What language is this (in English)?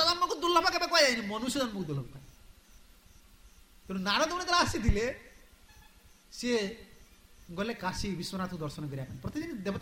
Odia